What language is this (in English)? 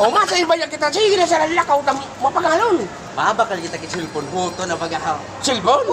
Bikol